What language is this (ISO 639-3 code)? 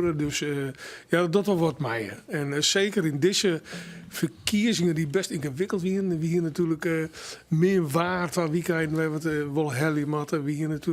fry